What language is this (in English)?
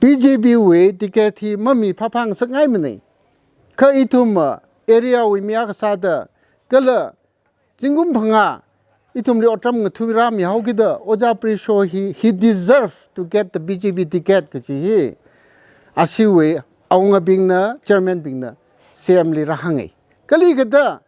Tangkhul Naga (India)